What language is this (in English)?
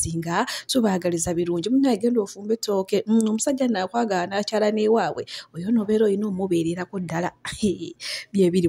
Ganda